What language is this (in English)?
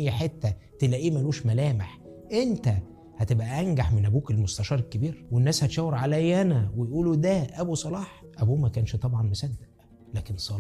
Egyptian Arabic